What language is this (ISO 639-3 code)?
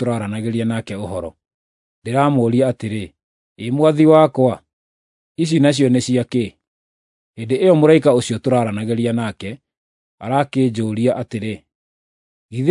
kik